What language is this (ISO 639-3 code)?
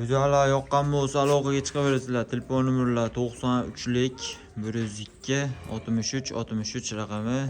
uzb